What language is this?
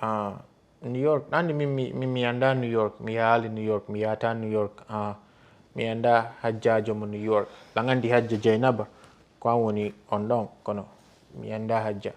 Fula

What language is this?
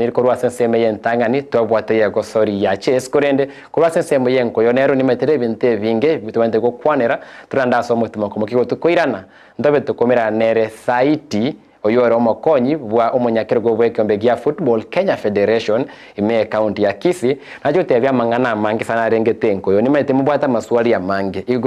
Gusii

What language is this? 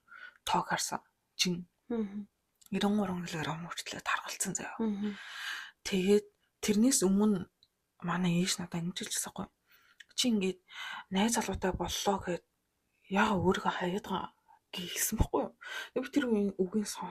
Mongolian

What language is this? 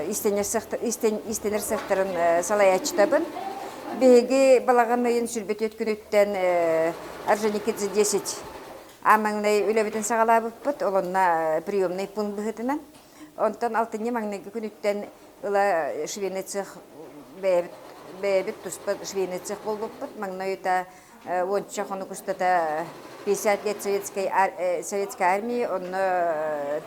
Yakut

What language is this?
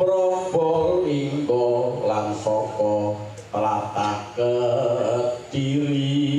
Javanese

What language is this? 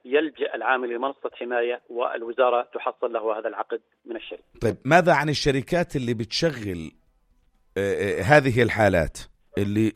North Levantine Arabic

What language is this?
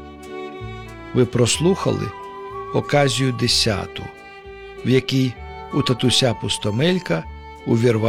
Ukrainian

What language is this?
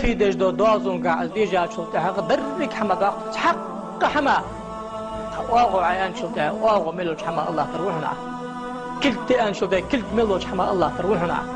Ingush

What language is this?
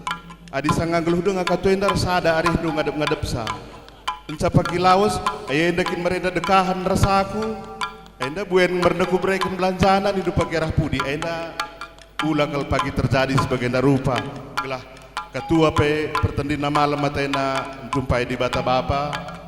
Batak Karo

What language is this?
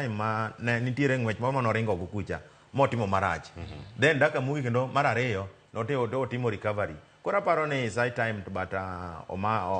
Luo (Kenya and Tanzania)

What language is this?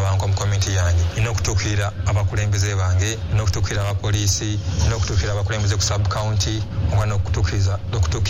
Ganda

